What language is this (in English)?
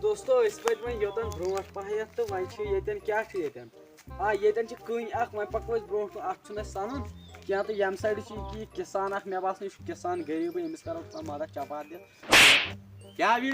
Kashmiri